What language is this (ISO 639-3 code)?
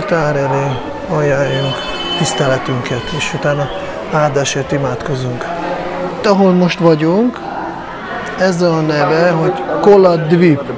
hun